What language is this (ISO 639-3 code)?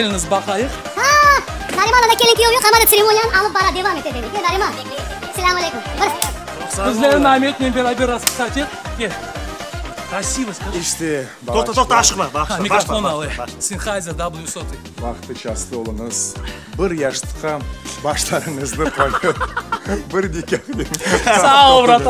crh